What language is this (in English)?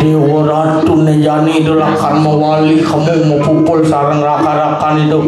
Balinese